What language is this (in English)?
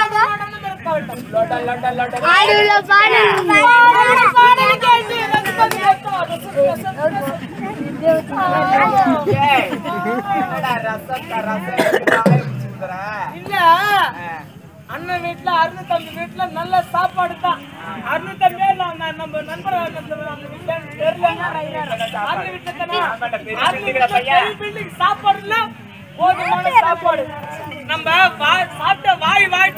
Tamil